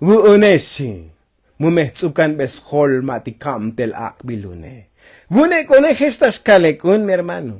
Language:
Tzotzil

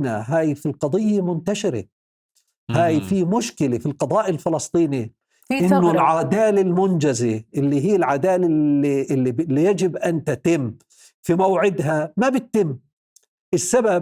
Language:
North Levantine Arabic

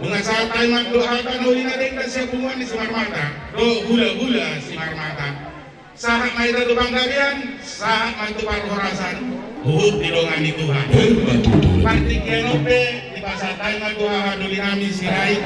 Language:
Batak Toba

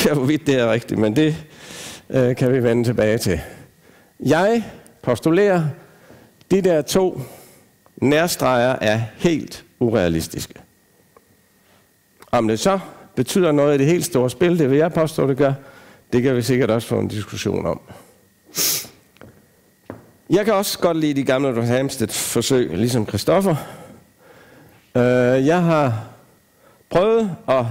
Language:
Danish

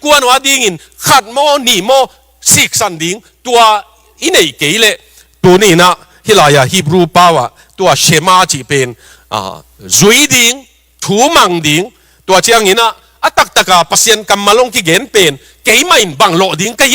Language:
Tedim Chin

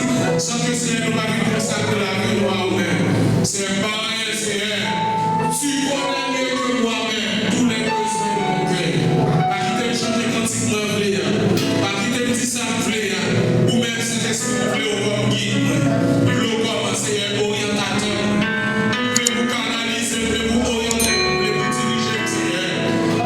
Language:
Haitian Creole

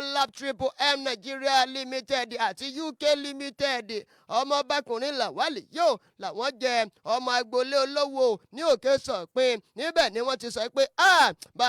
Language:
Yoruba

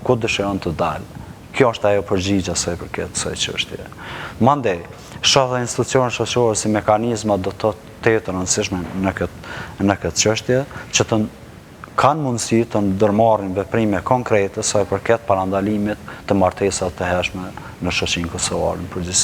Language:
Albanian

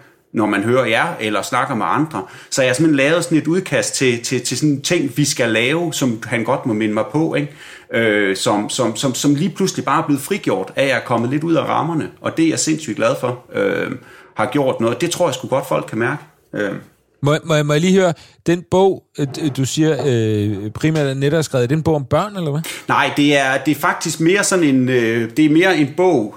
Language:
Danish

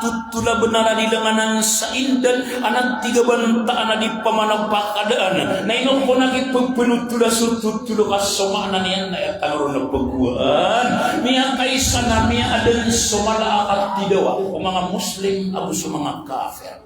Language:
Maranao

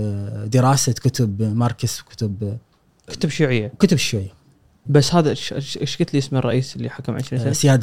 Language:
Gulf Arabic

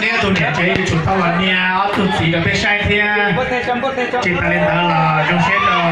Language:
Hmong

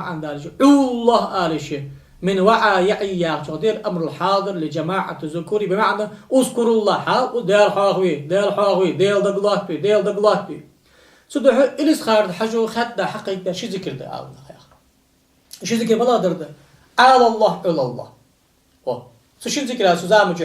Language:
Ingush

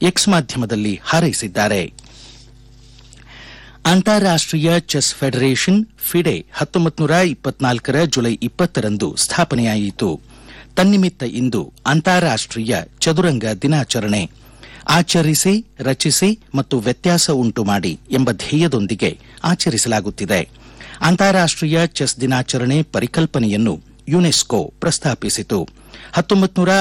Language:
Kannada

